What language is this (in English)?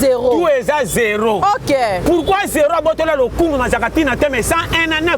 Lingala